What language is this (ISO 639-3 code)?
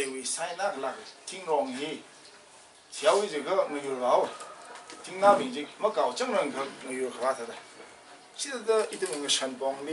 nmf